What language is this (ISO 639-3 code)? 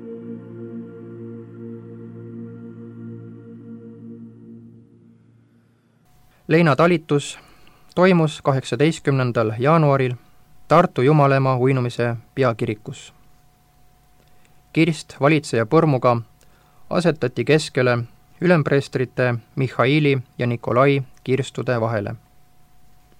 est